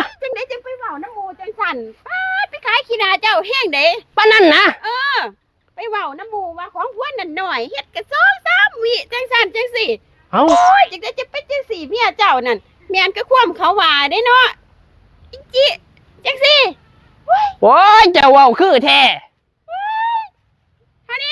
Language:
Northeastern Thai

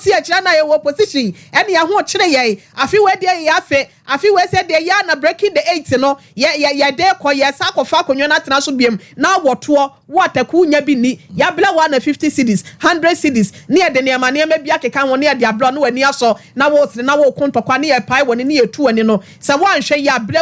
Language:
Akan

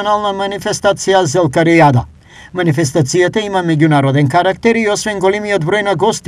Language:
Macedonian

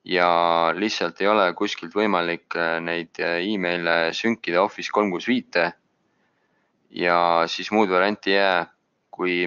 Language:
Estonian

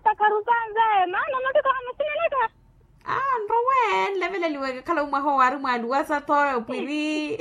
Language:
Makhuwa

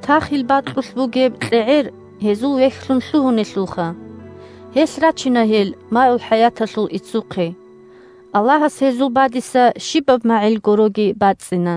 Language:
Avaric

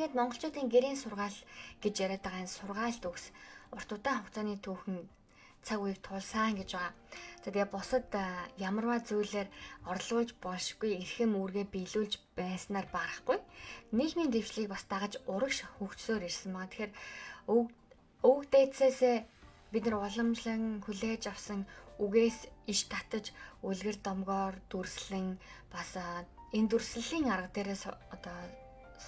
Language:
Mongolian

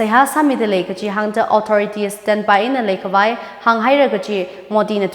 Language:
Tangkhul Naga (India)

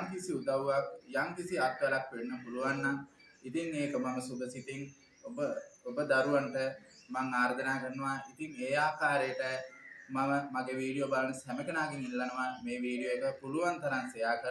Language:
Sinhala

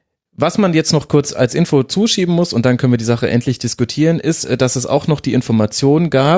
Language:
German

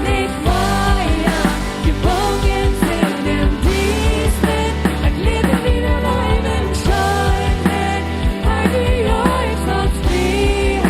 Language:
Plautdietsch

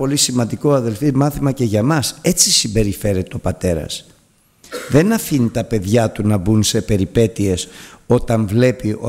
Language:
Greek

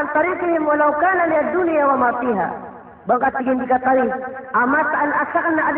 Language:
Maranao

